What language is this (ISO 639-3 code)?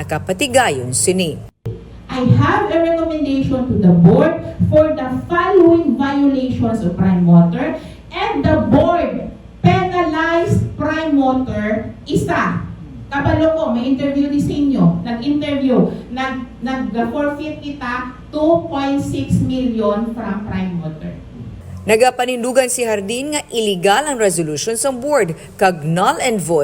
hil